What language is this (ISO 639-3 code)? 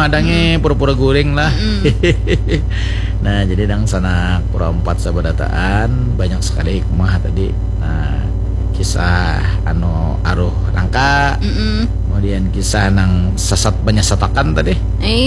bjn